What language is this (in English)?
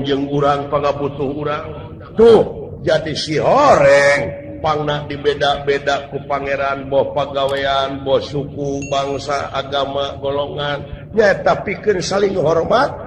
Sundanese